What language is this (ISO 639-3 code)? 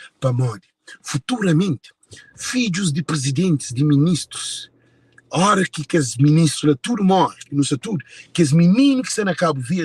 kea